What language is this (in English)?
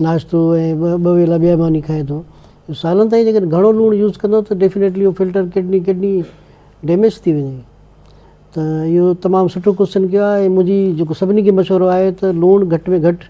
Sindhi